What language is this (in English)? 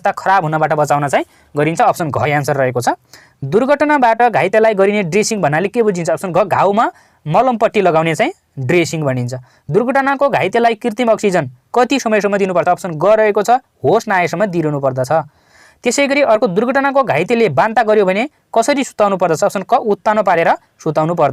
Nepali